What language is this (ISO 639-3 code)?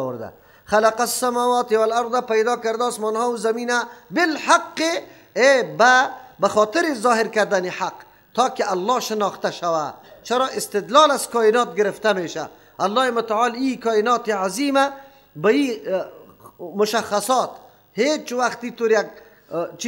fas